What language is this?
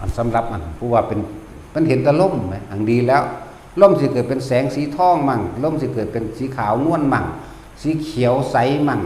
Northeastern Thai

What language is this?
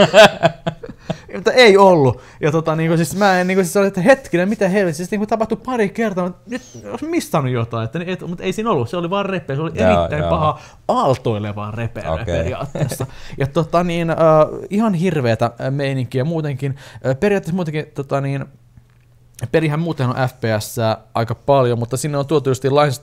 Finnish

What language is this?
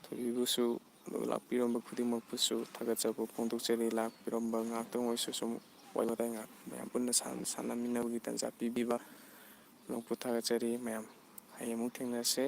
Manipuri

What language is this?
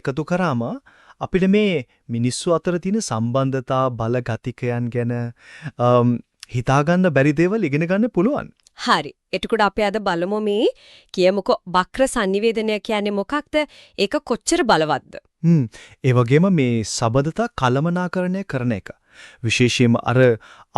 Sinhala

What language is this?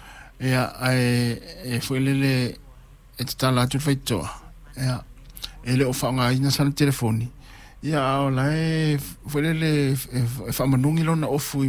Samoan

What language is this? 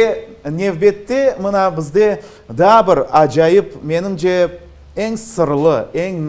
Crimean Tatar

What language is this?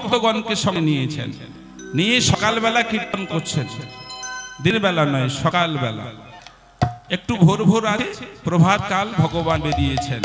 Bangla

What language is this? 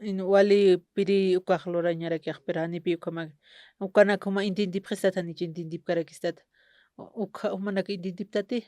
Aymara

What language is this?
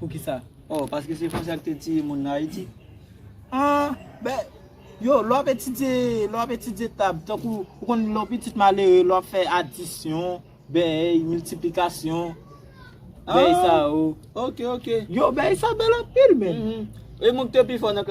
Haitian Creole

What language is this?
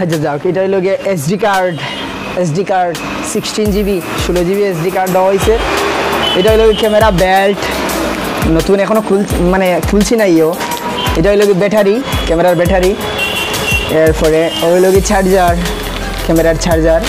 Sylheti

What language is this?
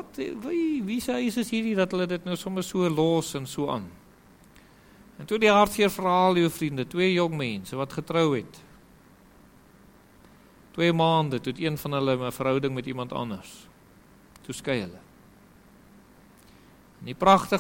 Afrikaans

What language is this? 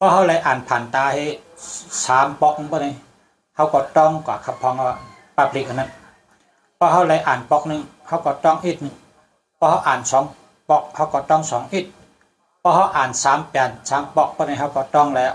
Shan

